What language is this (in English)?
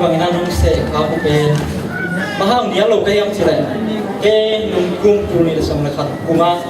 Tedim Chin